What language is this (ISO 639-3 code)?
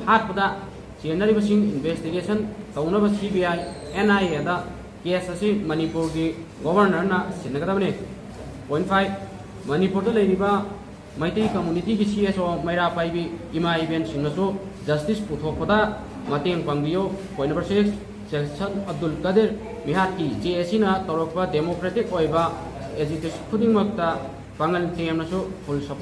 mni